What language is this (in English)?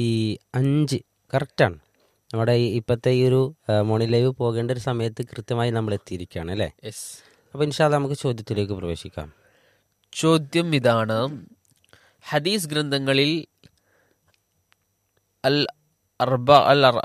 Malayalam